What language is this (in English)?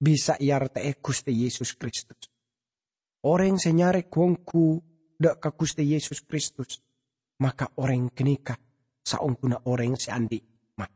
Madurese